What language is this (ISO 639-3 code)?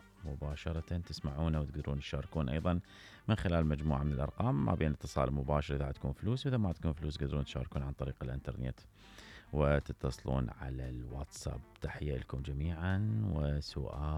acm